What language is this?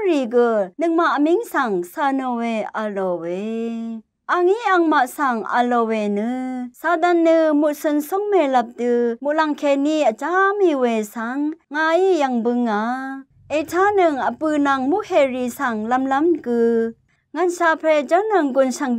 Rawang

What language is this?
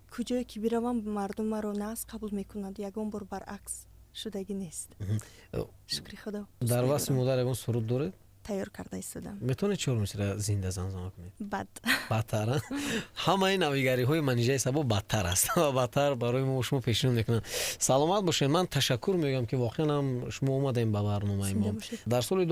Tajik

